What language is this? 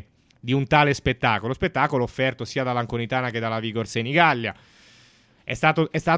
Italian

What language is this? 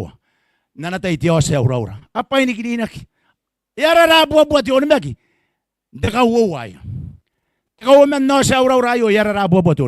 Gilbertese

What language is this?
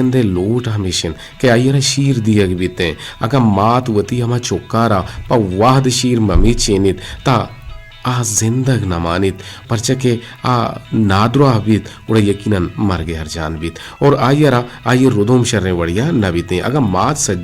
Eastern Balochi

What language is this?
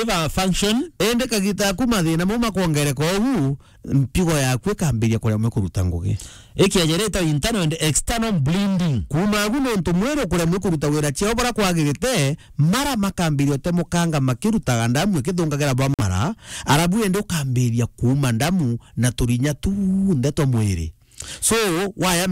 Meru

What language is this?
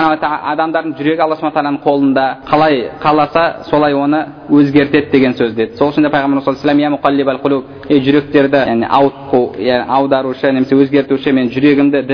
Kazakh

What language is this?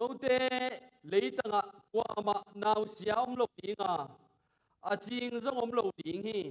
Tedim Chin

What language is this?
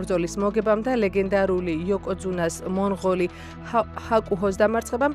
Georgian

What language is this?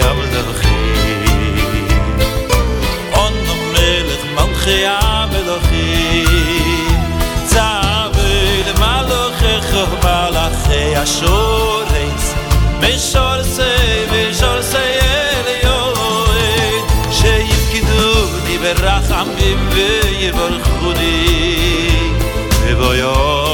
Hebrew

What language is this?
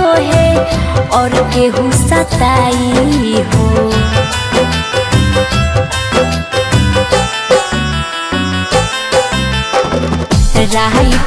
Bhojpuri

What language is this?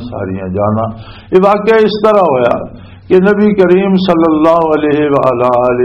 Western Panjabi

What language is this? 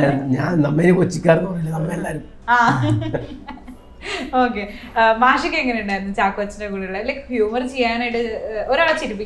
Malayalam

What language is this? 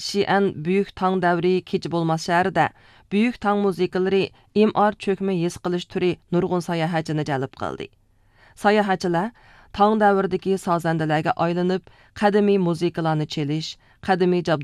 Uyghur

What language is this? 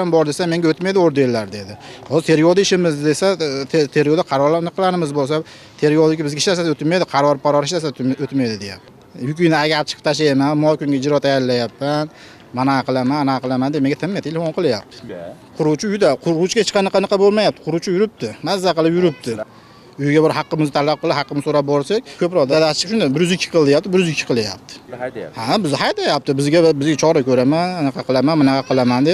Uzbek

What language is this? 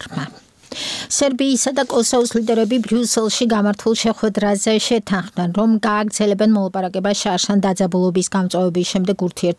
Georgian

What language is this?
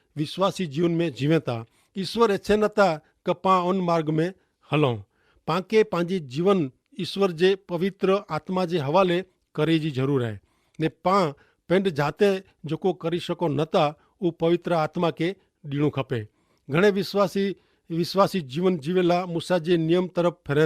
Kachhi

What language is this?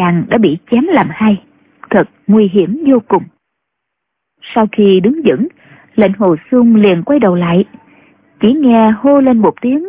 Vietnamese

